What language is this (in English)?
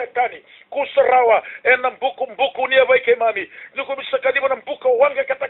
Fijian